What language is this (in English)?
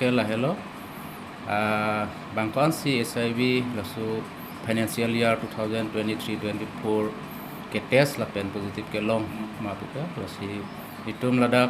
Karbi